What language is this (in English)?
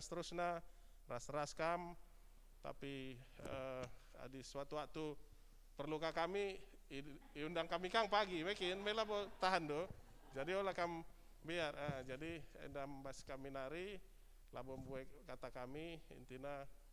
Batak Karo